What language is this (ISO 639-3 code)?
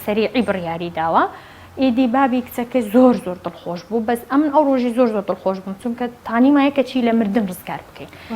ckb